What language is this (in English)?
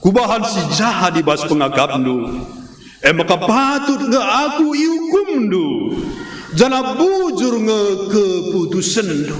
Batak Karo